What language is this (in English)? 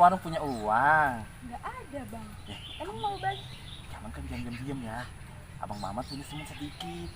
Betawi